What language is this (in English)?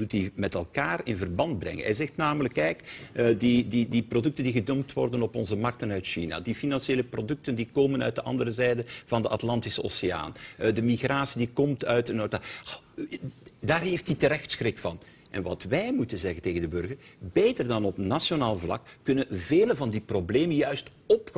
Dutch